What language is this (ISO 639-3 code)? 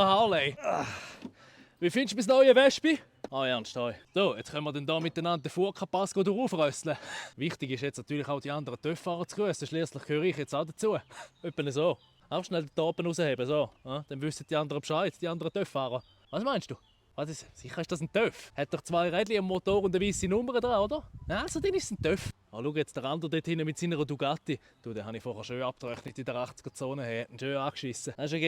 gsw